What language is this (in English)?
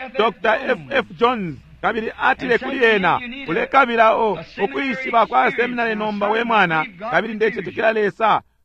Bemba